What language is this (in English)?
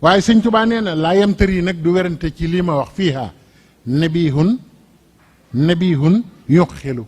Wolof